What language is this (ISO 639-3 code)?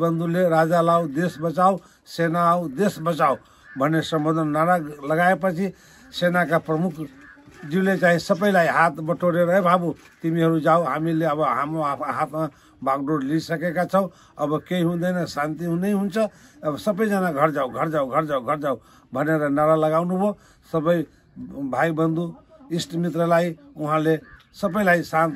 nep